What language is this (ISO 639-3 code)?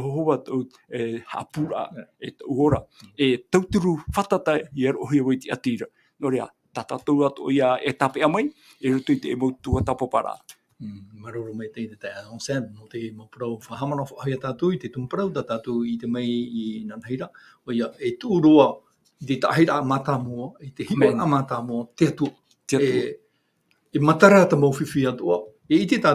tah